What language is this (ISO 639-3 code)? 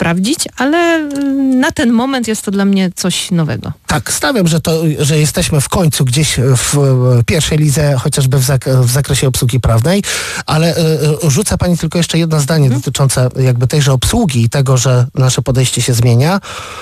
pol